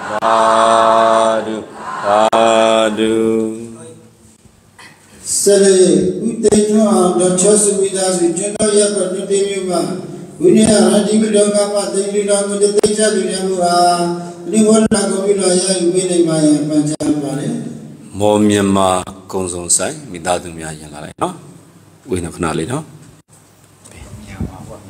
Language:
Burmese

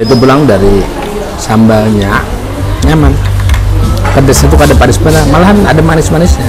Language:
Banjar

